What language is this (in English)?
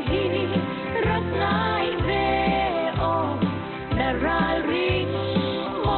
Falam Chin